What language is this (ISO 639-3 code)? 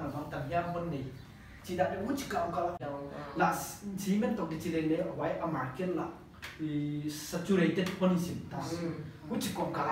pck